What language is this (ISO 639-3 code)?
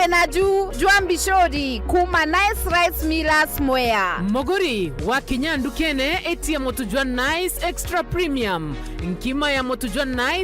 mer